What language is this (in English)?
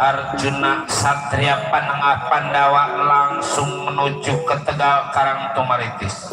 Betawi